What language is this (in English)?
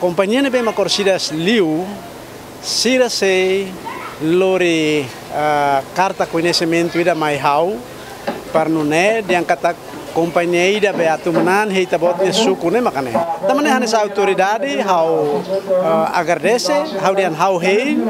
Tetum